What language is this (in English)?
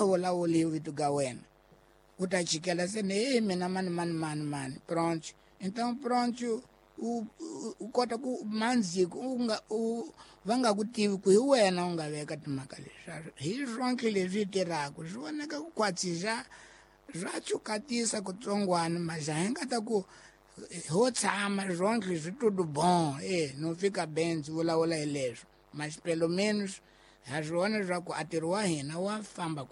Tsonga